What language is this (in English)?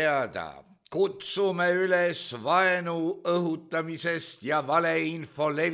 Estonian